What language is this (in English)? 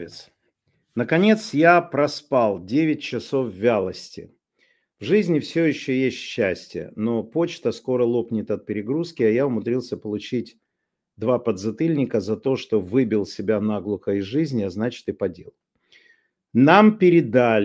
Russian